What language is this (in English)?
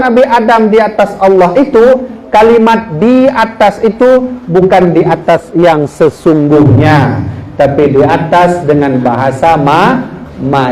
Achinese